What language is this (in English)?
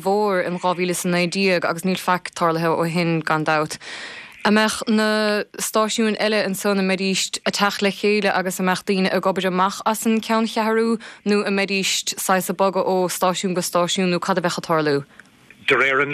Irish